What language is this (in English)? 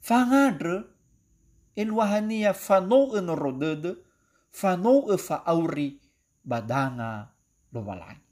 Nias